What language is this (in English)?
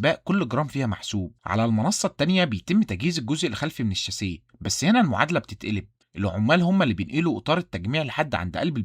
Egyptian Arabic